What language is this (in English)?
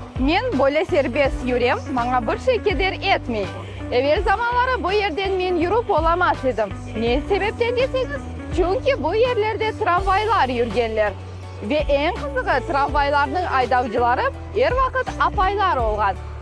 Crimean Tatar